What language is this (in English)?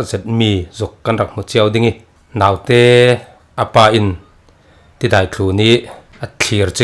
Falam Chin